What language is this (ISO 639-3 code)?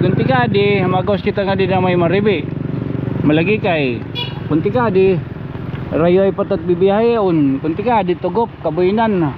war